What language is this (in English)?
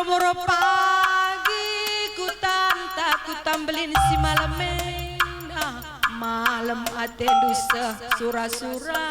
Batak Karo